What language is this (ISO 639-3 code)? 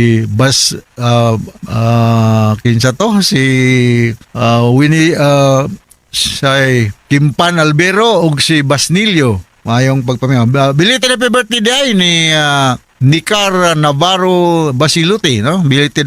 ceb